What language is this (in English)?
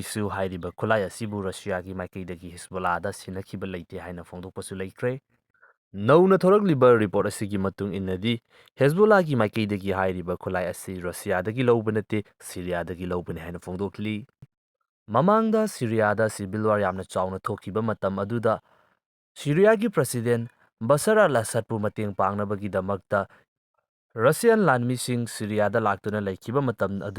Manipuri